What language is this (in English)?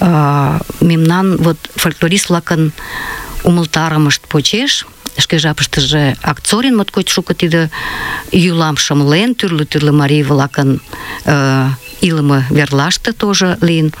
Mari